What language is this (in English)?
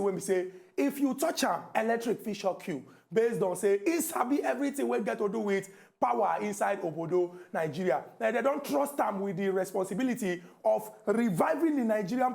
Nigerian Pidgin